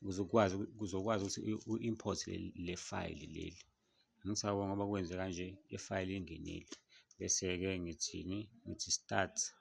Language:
Zulu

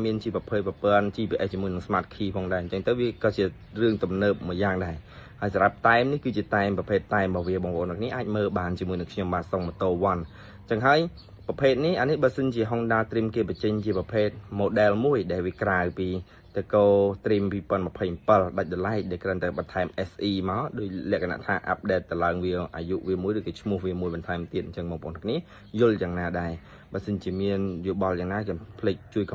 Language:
Khmer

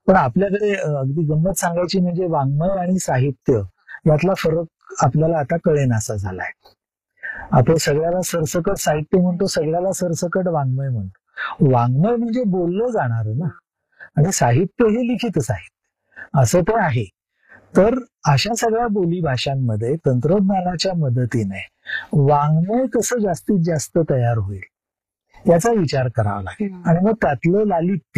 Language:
Marathi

